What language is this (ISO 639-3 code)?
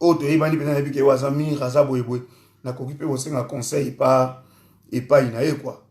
lin